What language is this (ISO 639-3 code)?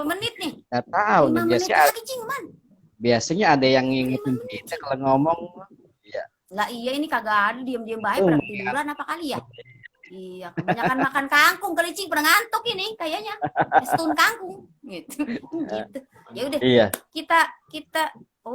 bew